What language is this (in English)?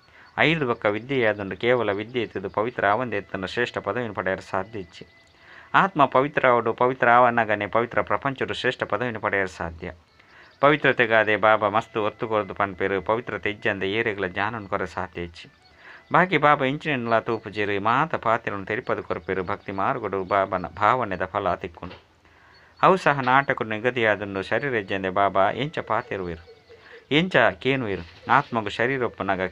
Tulu